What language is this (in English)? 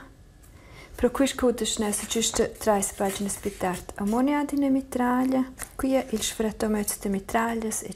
Romansh